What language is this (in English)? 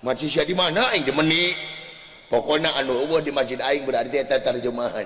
Sundanese